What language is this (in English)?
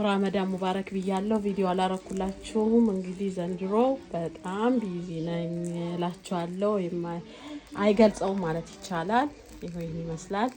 Amharic